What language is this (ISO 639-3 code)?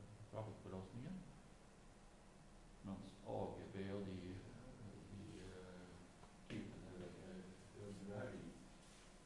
nor